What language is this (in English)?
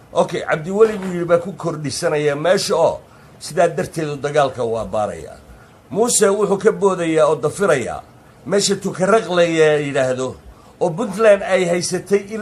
Somali